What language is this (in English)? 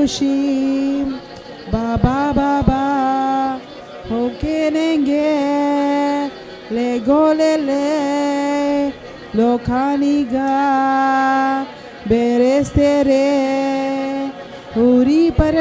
Tem